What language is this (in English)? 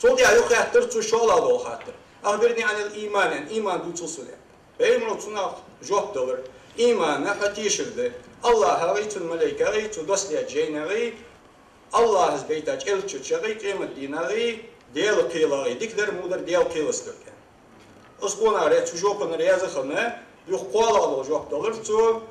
Ingush